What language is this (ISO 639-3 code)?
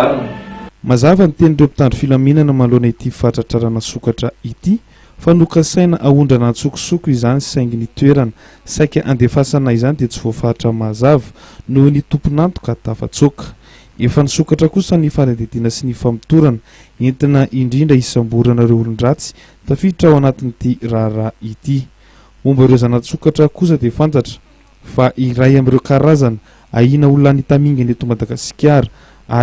mlg